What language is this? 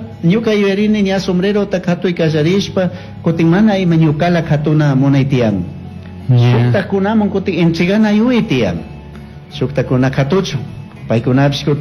Chimborazo Highland Quichua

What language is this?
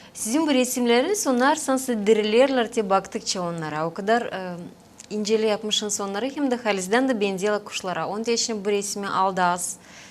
Gagauz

